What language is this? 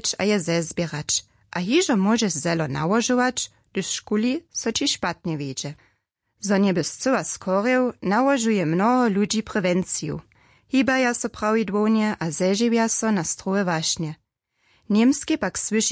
Upper Sorbian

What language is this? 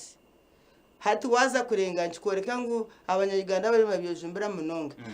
Nyankole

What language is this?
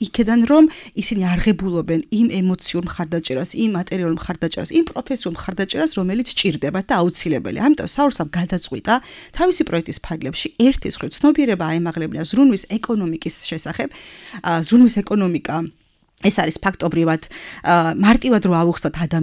Georgian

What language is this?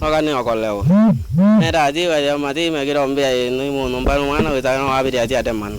Kamba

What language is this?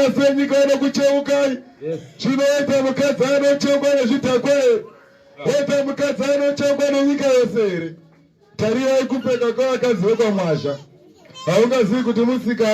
Shona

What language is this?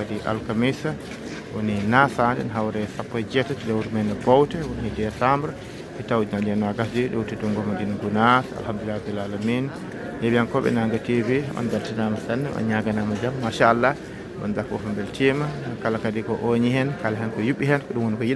Fula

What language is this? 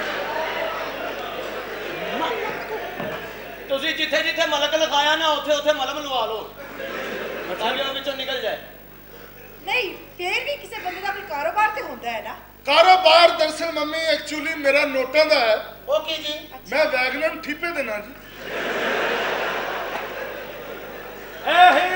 Punjabi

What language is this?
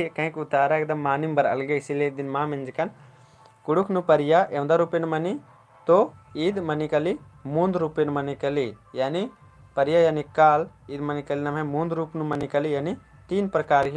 Kurukh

